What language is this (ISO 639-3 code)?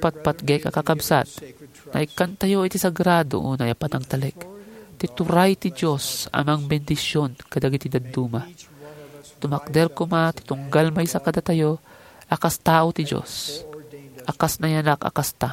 ilo